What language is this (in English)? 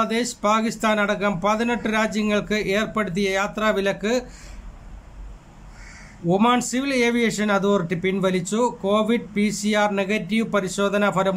Malayalam